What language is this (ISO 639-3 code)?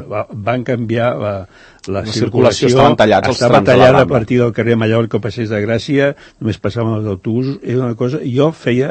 cat